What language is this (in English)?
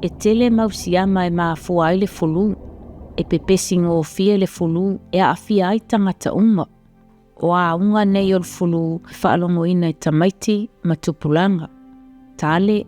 Samoan